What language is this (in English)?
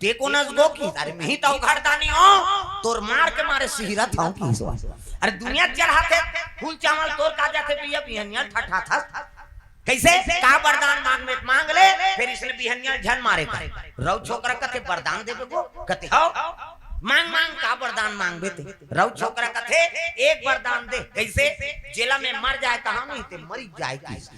Chhattisgarhi